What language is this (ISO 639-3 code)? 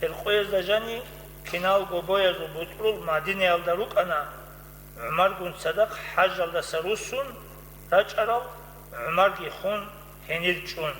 ava